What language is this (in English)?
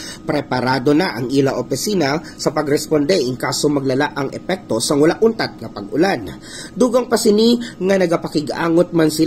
Hiligaynon